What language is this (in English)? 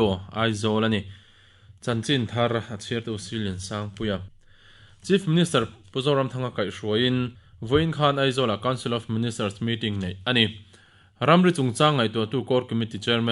Mizo